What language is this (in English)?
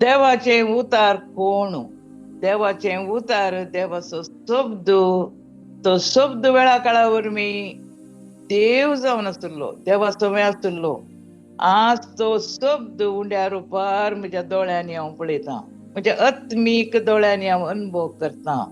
Konkani